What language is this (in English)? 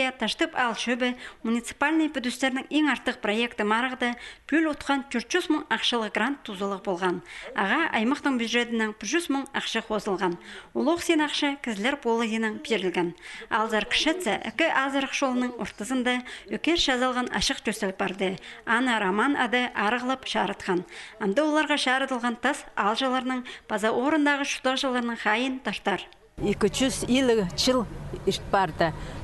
Khakas